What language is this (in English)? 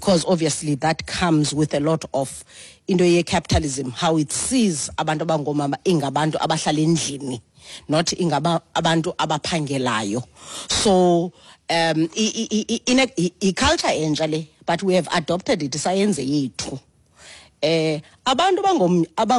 Xhosa